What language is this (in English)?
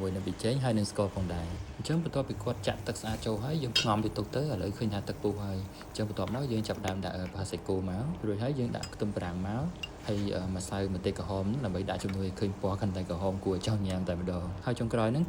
Khmer